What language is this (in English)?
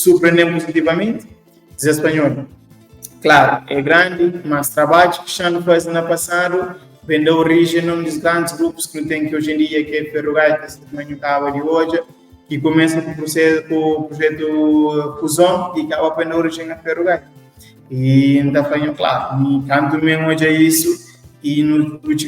Kabuverdianu